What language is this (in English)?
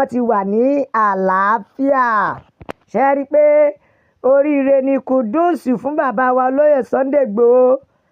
Yoruba